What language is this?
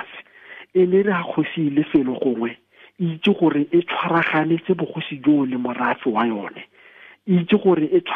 Tswana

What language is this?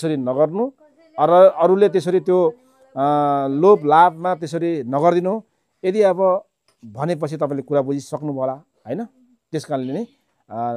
Nepali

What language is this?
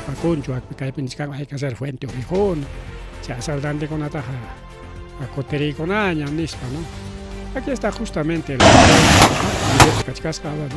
Ayacucho Quechua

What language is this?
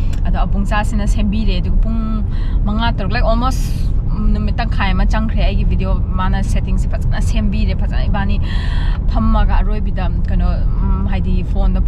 Manipuri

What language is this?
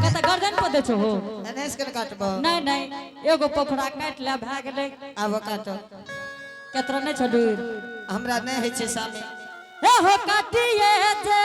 Angika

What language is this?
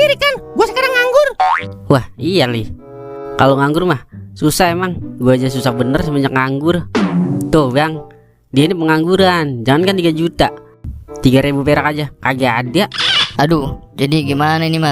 Betawi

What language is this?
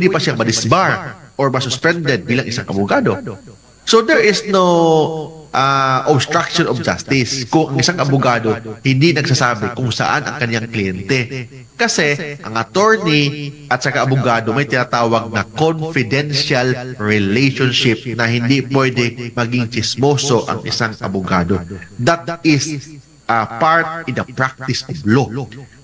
Filipino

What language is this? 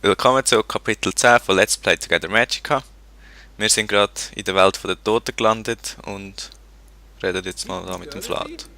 Swiss German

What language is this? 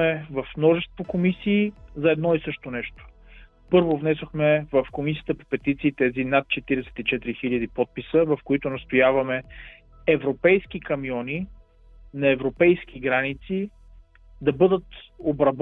Bulgarian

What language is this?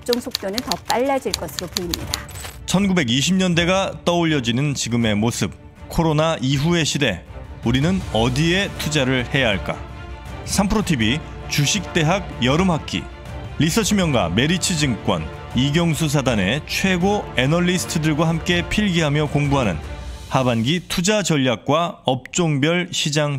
Korean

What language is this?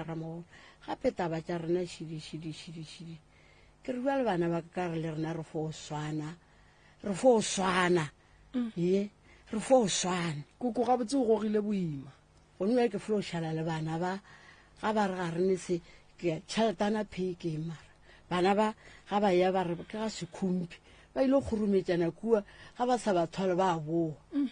Northern Sotho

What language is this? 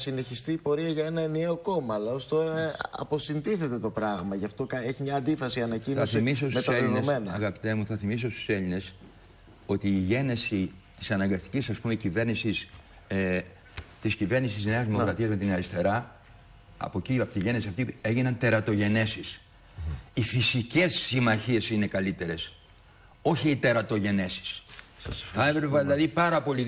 Greek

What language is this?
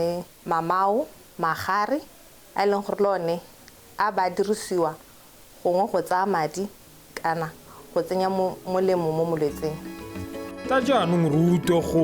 Tswana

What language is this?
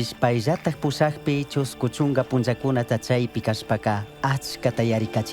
Chimborazo Highland Quichua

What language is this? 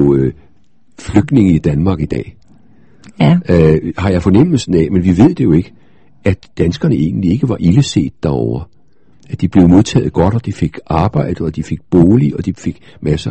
Danish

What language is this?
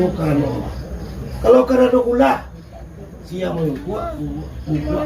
Minangkabau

